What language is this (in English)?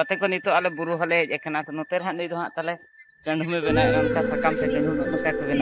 Santali